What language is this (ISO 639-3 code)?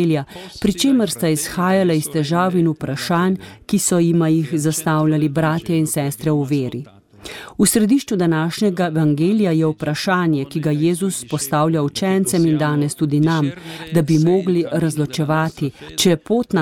slv